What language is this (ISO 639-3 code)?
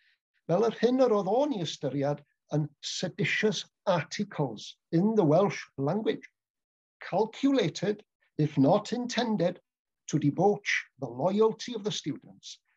cym